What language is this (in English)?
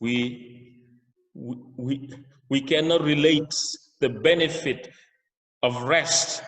Acoli